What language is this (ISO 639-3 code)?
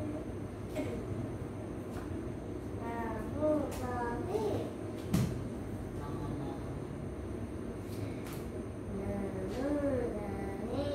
ind